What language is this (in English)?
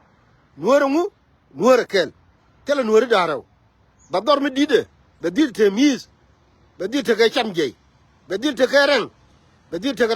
Nuer